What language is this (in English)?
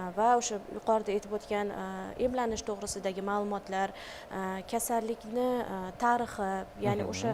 Uzbek